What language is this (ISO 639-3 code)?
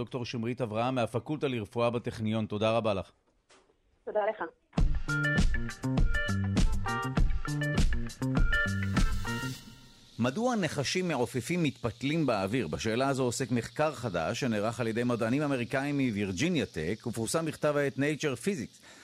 heb